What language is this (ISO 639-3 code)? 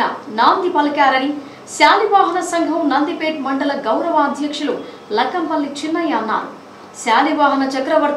tel